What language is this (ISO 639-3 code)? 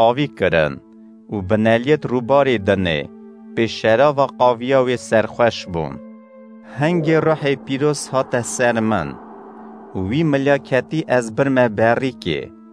kur